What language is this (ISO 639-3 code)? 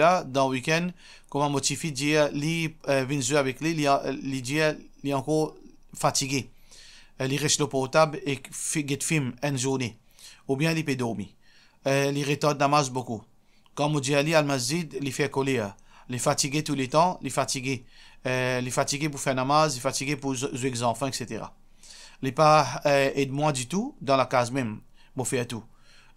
mfe